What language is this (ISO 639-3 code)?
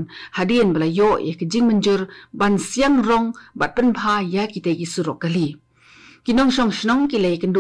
kha